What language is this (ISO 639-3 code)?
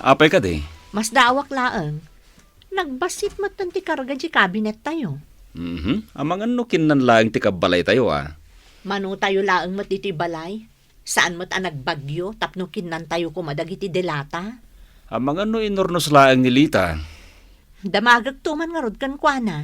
ilo